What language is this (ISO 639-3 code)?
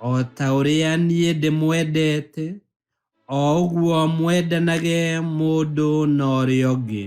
kik